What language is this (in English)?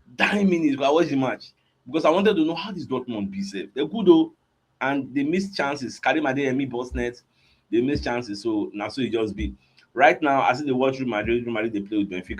Nigerian Pidgin